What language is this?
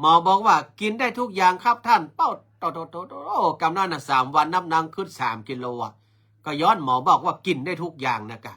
Northern Thai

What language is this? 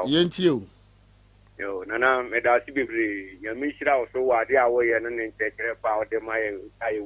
Akan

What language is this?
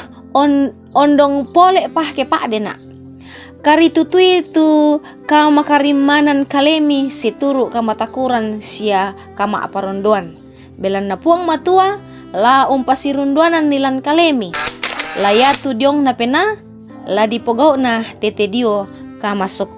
Toraja-Sa'dan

